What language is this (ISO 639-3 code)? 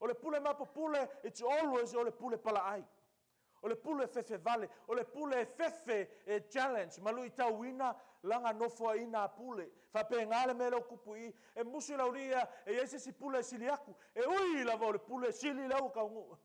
smo